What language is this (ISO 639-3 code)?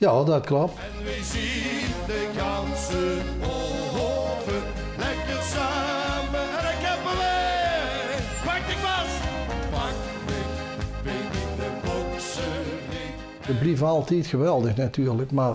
lim